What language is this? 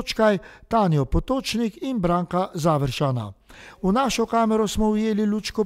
Slovenian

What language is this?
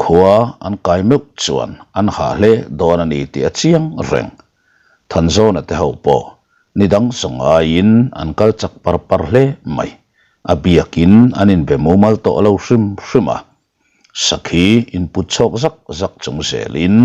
Mizo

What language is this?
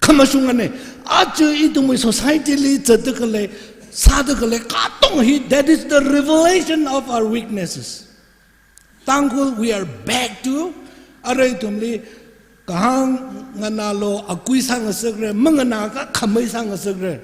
Tangkhul Naga (India)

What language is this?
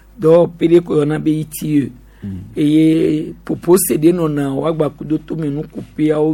Gen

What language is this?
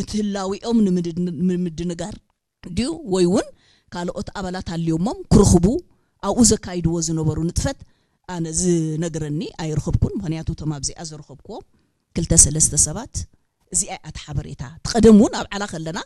Tigrinya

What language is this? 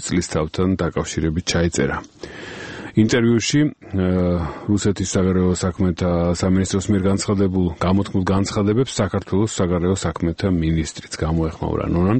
Georgian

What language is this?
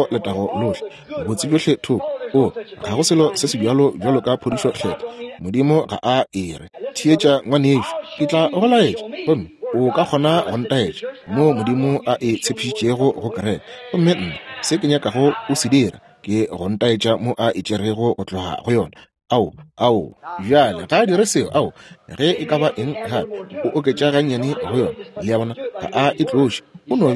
Northern Sotho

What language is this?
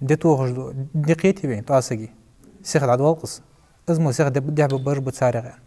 Ingush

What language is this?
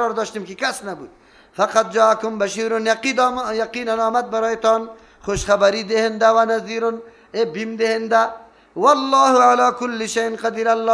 Persian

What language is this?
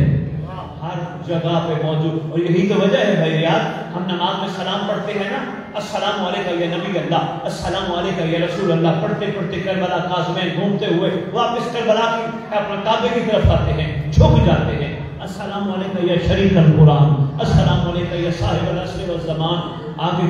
Urdu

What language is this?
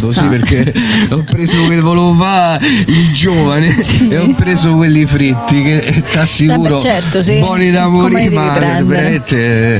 Italian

